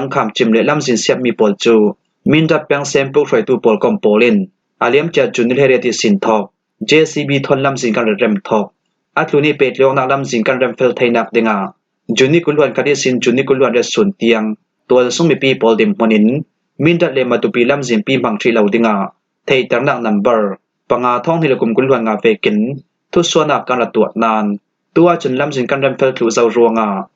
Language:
Falam Chin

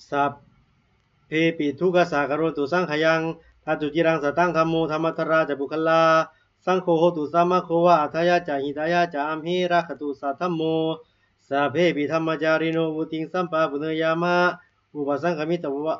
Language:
Pali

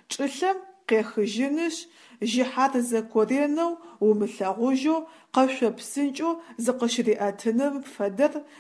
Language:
Adyghe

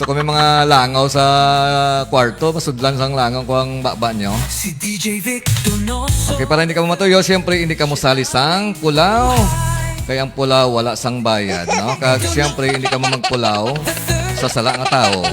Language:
Hiligaynon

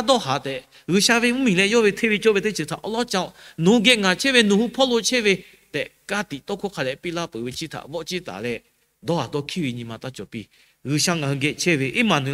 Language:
Lahu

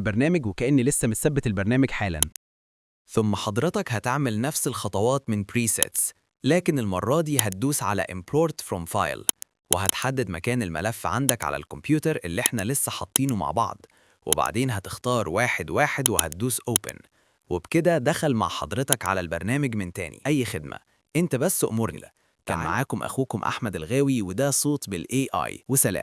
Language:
Egyptian Arabic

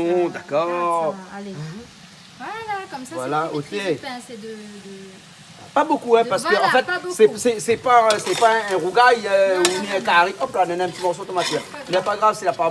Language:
Réunion Creole French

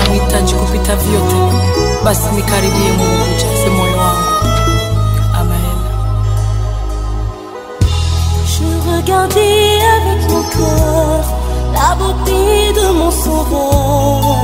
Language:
Swahili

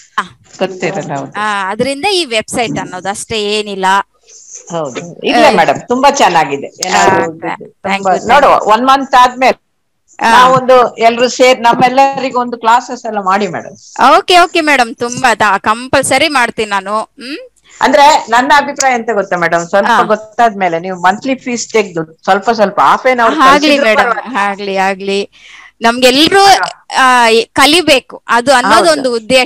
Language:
Kannada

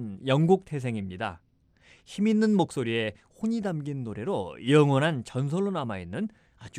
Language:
Korean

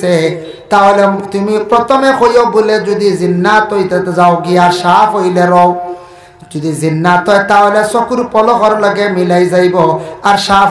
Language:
Sylheti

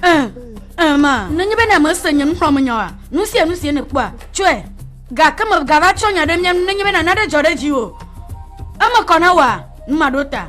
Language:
Ewe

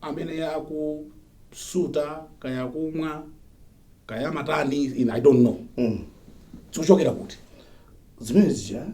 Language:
Nyanja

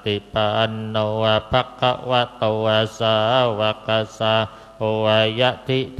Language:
Pali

